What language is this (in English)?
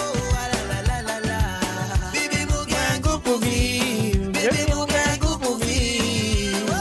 Morisyen